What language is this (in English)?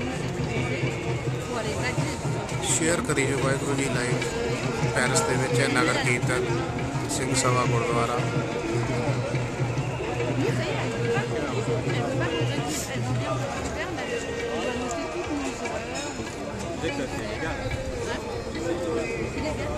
Punjabi